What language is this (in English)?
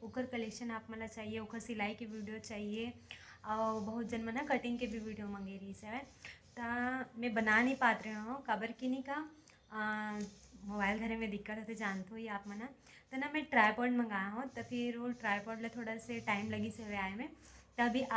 Chhattisgarhi